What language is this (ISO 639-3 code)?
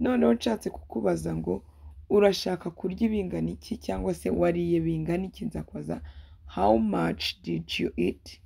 kin